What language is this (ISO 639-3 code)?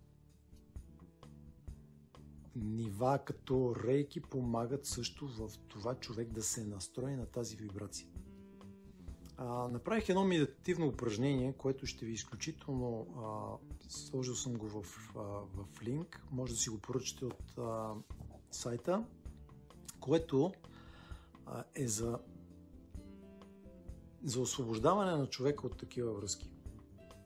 bul